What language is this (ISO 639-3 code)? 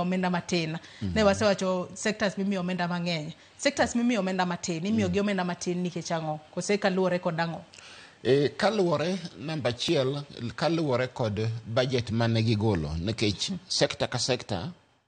luo